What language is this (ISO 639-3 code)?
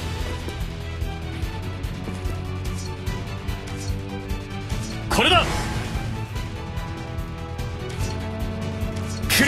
jpn